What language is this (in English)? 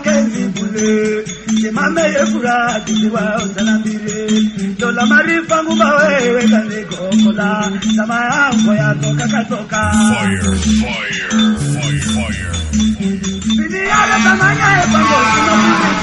Swahili